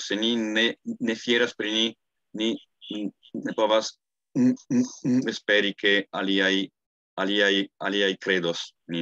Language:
Esperanto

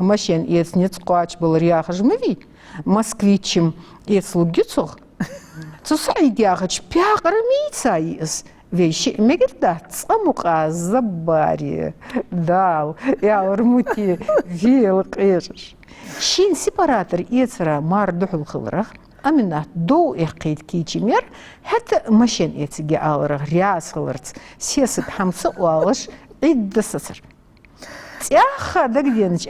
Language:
Ingush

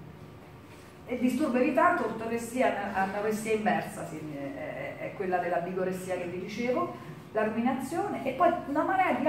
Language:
Italian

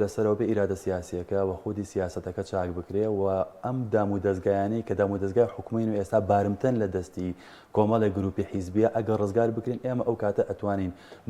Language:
Central Kurdish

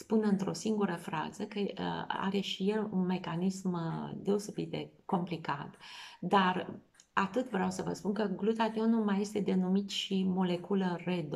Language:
Romanian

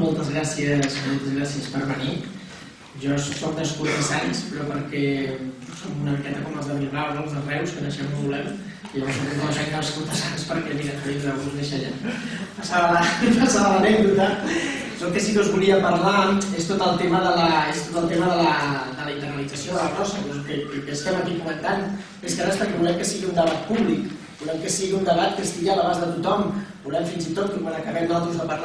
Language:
Catalan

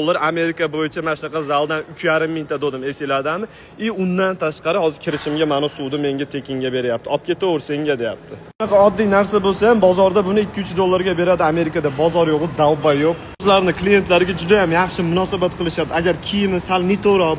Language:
Uzbek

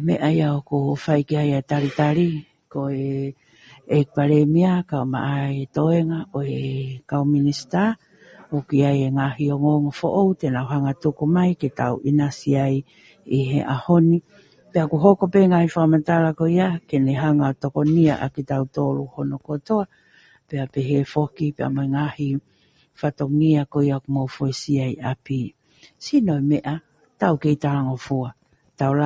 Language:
Tongan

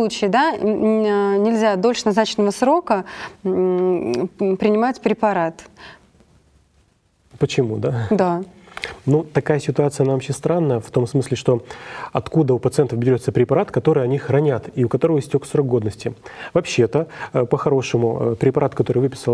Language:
Russian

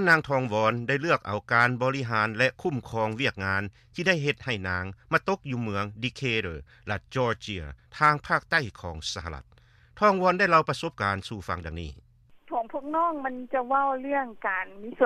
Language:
Lao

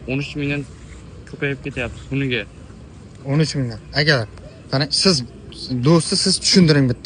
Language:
Uzbek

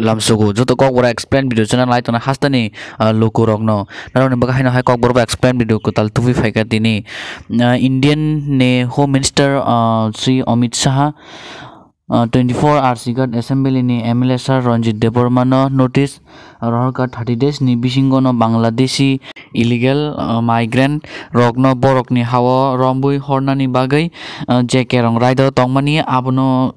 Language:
Kok Borok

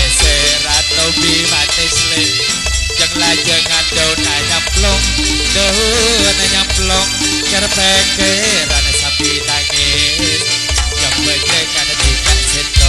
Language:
Madurese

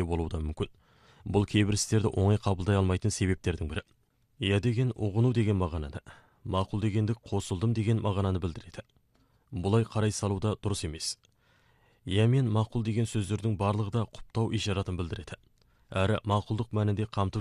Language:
Kazakh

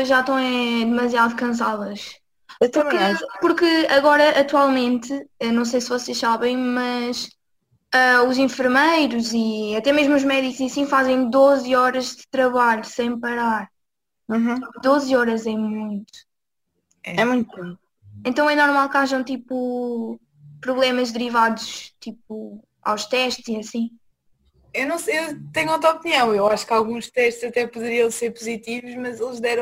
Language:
Portuguese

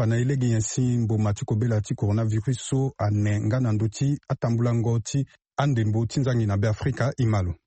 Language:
Sango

